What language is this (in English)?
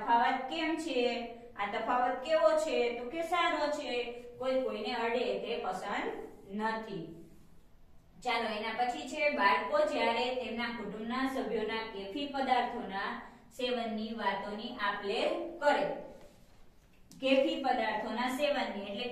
Gujarati